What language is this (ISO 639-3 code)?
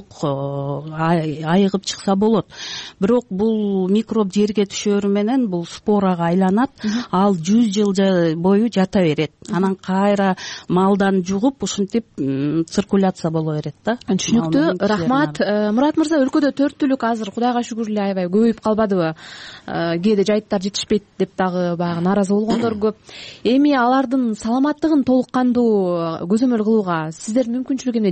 kir